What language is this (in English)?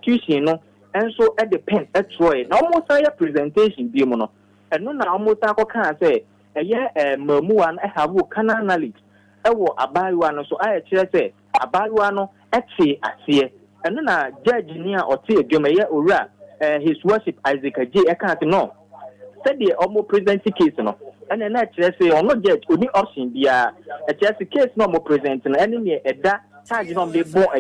Akan